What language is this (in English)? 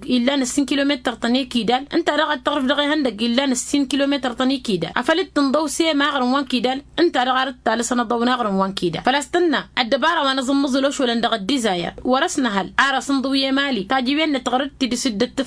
Tamasheq